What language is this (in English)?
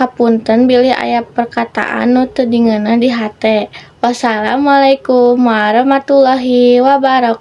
Sundanese